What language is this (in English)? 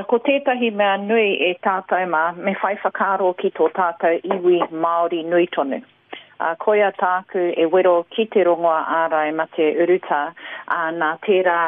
Māori